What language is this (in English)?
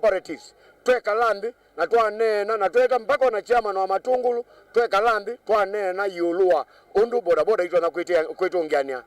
Kamba